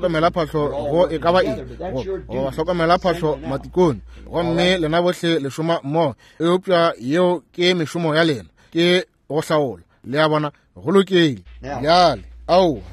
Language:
Northern Sotho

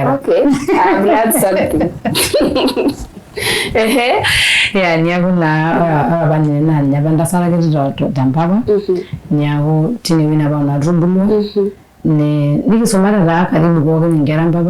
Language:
Masai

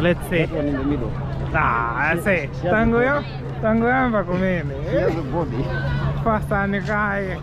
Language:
Nyanja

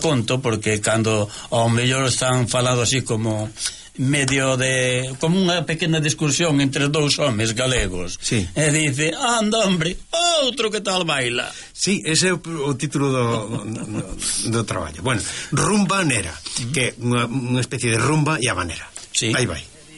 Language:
Galician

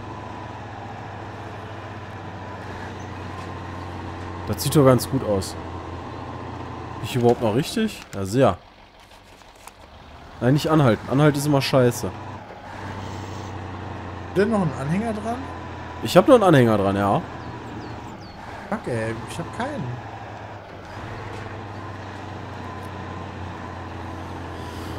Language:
German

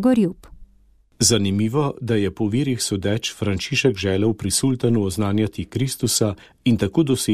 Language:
Slovenian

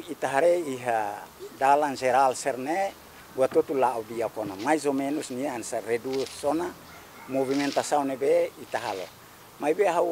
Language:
Tetum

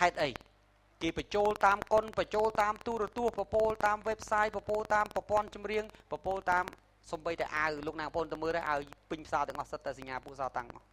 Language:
Khmer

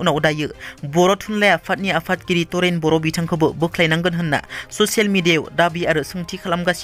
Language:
Bodo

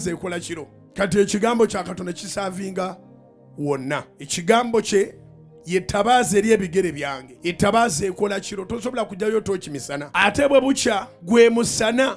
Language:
Ganda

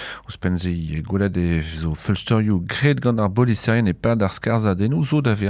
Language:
Breton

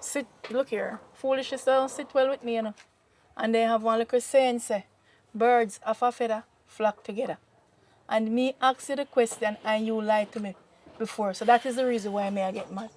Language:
Jamaican Creole English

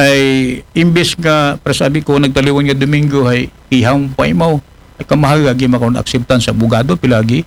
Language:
Aklanon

